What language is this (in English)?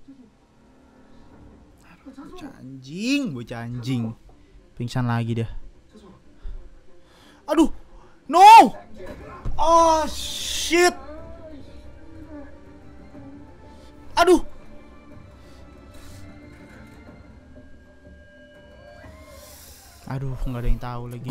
Indonesian